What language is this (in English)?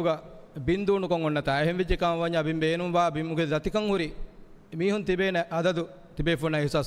Divehi